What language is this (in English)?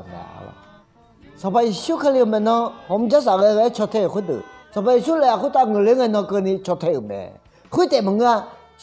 Akha